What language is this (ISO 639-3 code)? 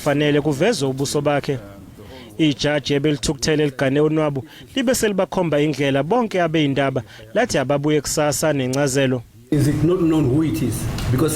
zul